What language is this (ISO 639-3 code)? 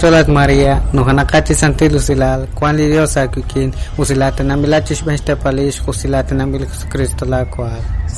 kek